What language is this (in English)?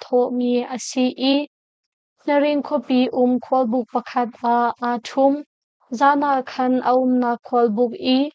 Hakha Chin